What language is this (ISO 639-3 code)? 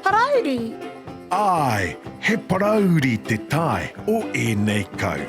mri